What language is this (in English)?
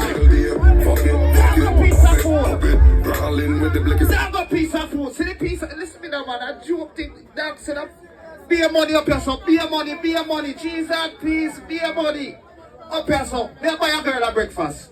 Jamaican Creole English